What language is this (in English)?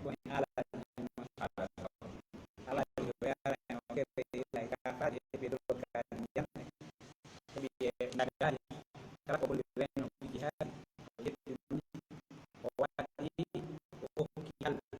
Pular